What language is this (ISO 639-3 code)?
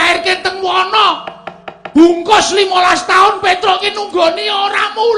jav